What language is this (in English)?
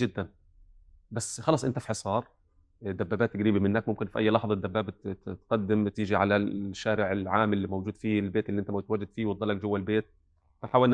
North Levantine Arabic